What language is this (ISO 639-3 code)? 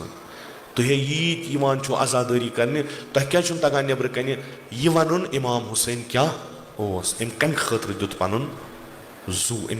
kas